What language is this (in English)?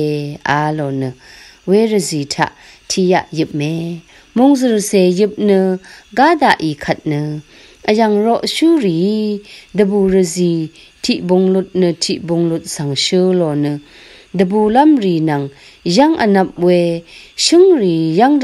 Rawang